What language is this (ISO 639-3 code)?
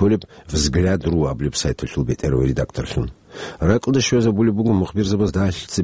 ava